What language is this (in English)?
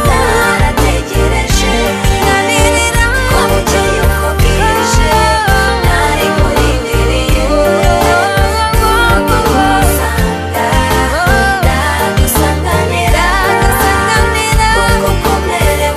Kinyarwanda